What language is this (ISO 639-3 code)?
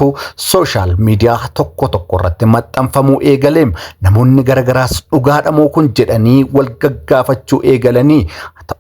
orm